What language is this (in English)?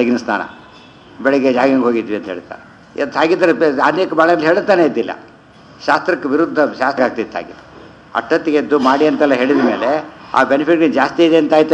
Kannada